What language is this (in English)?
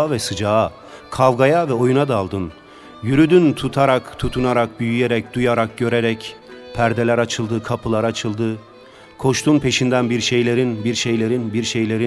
Turkish